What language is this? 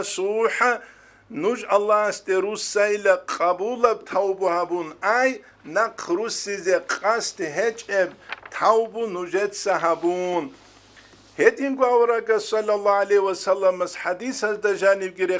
Avaric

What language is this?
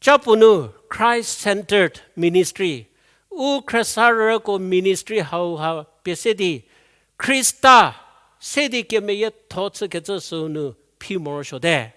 Angami Naga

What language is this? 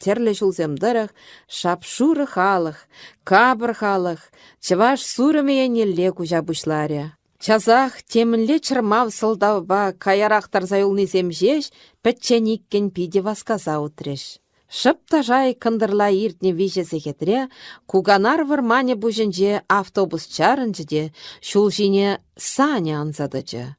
Chuvash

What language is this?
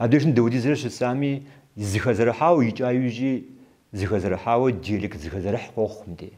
Kabardian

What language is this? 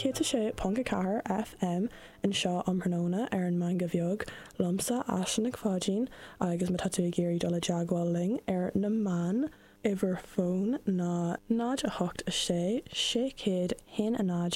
Irish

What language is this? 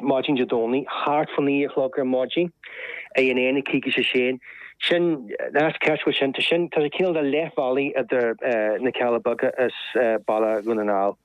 Irish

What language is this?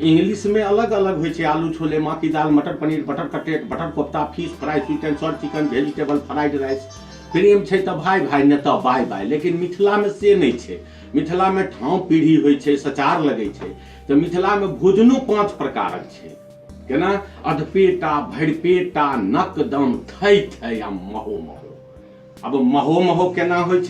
Maithili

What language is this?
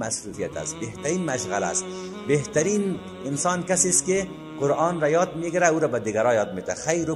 Persian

